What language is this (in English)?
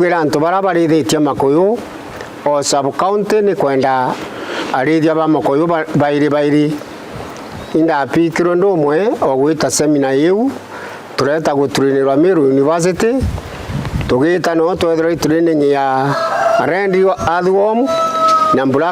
Meru